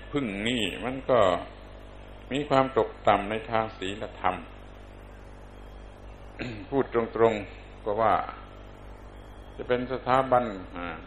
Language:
Thai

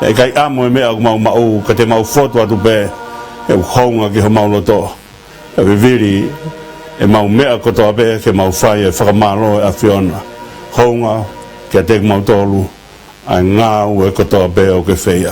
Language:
Tongan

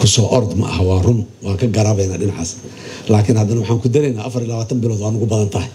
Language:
Somali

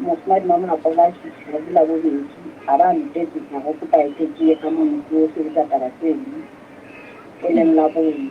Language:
Southern Sotho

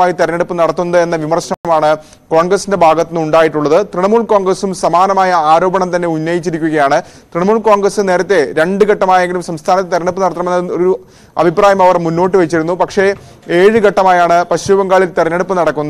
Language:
Malayalam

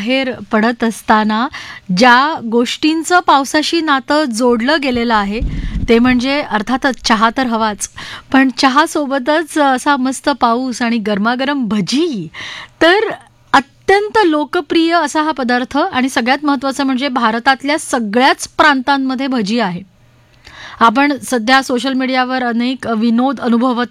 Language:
Marathi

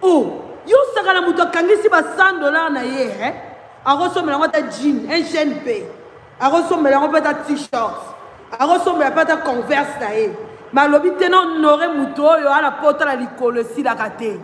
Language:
Lingala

